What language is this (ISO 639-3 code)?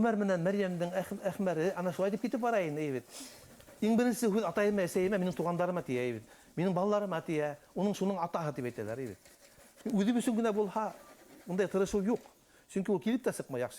bak